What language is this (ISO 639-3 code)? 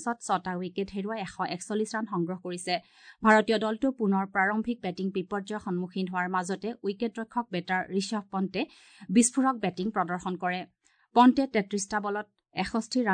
asm